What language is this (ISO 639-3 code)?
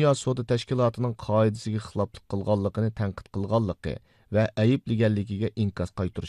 uig